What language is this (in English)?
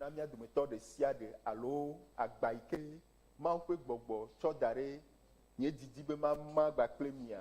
Ewe